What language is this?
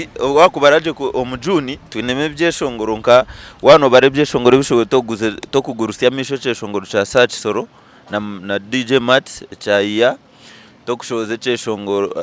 Nyankole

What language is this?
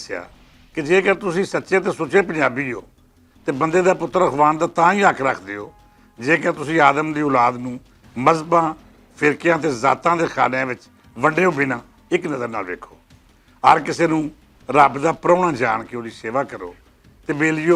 Western Panjabi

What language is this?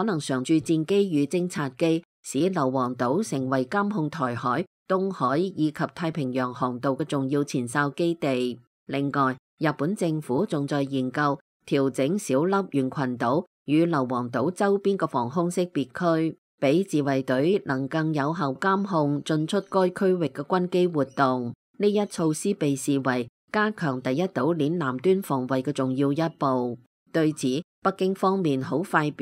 Cantonese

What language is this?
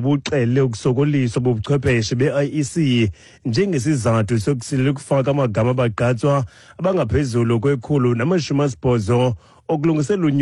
Xhosa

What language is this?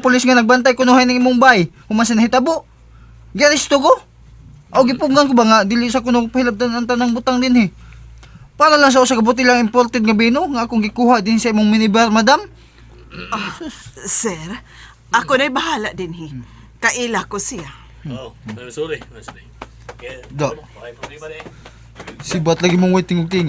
Cebuano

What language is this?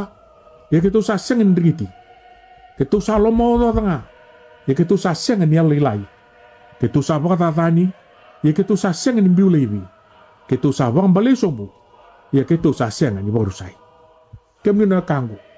Fijian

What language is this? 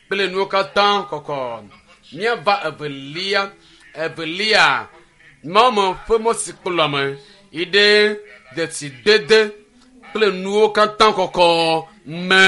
Ewe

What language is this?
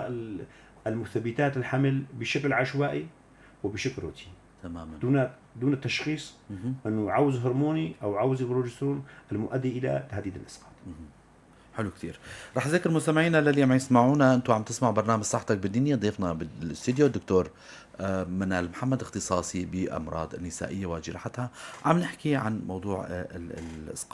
North Levantine Arabic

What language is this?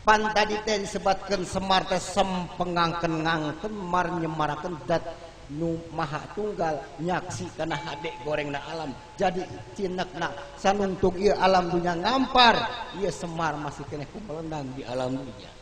Sundanese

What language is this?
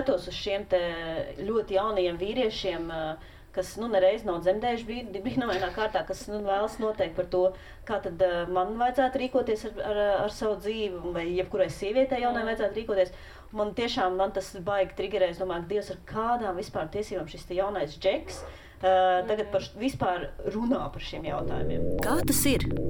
Latvian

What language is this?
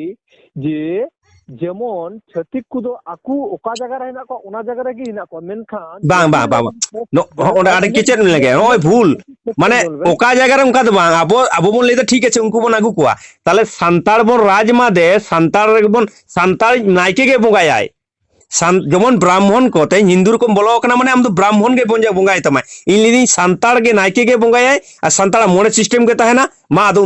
Santali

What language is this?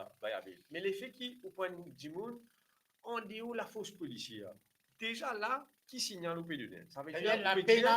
Morisyen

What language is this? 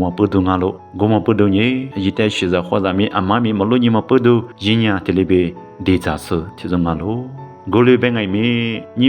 Lisu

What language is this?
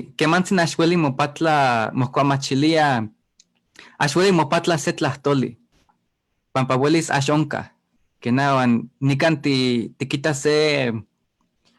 Eastern Huasteca Nahuatl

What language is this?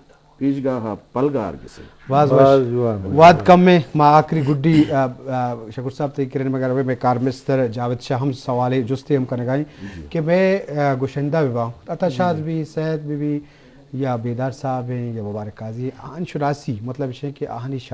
Eastern Balochi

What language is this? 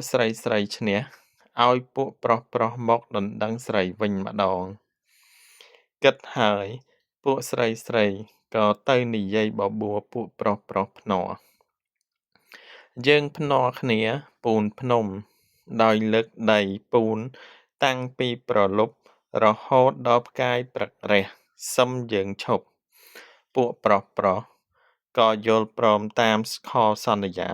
Khmer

